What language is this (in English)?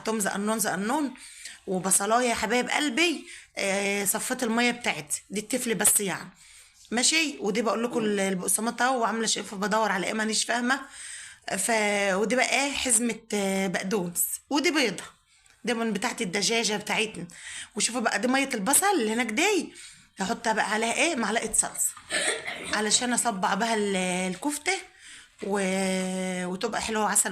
Egyptian Arabic